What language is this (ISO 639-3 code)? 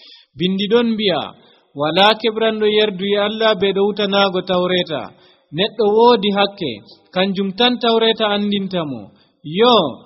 fuv